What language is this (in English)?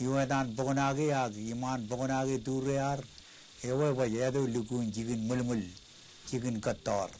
Marshallese